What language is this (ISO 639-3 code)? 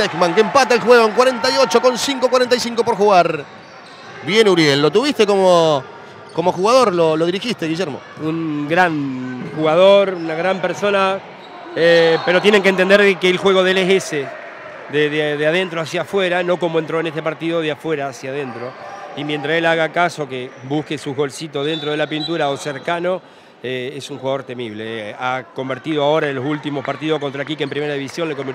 spa